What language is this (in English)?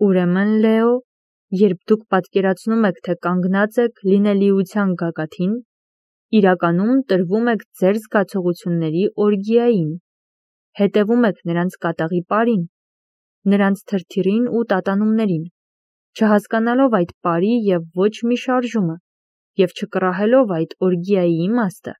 Armenian